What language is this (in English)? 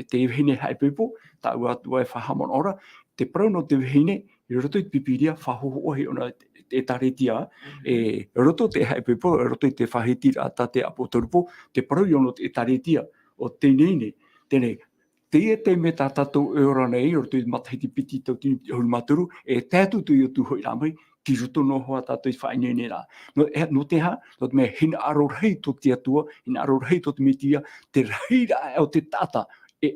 Tahitian